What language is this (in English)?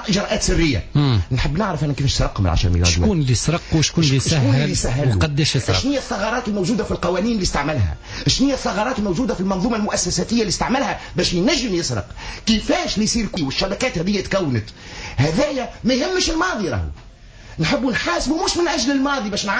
Tunisian Arabic